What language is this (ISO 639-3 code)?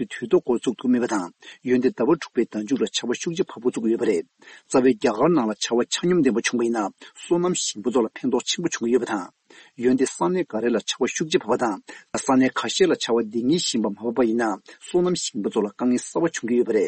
bod